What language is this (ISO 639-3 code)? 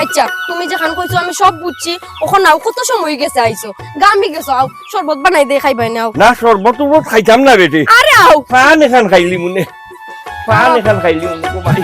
syl